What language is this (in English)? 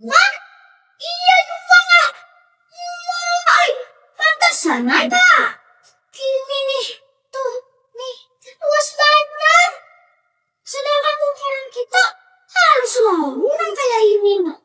Banjar